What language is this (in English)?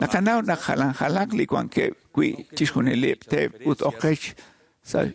Kekchí